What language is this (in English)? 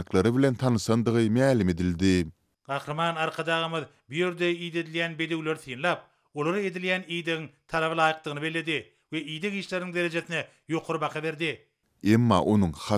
Turkmen